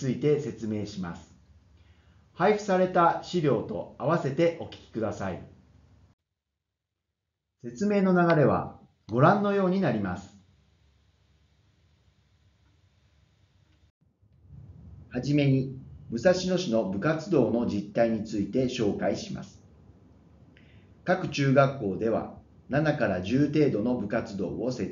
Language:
Japanese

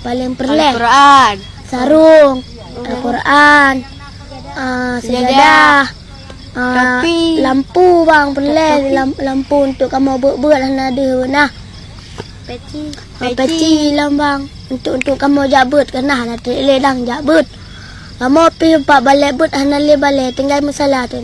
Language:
Achinese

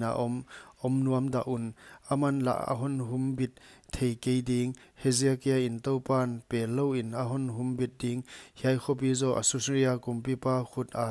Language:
Paite Chin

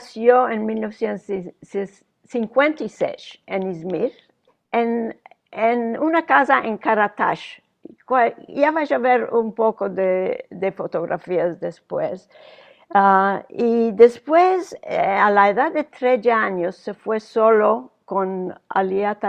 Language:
Ladino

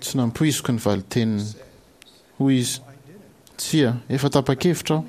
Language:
Malagasy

